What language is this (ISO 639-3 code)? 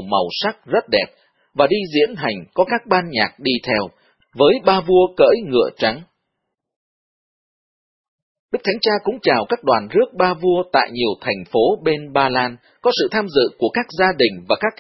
vie